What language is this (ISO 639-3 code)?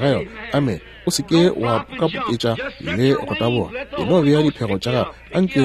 nso